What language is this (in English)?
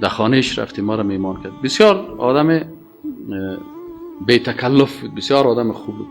Persian